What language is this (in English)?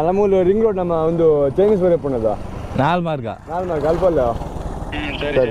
Tulu